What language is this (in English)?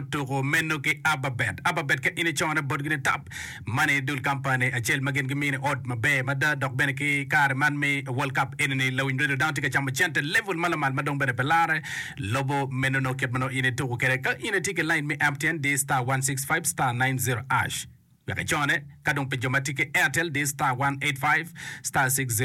Acoli